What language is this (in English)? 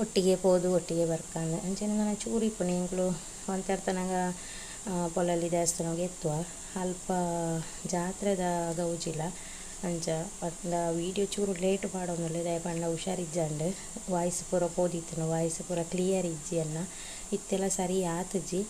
Tulu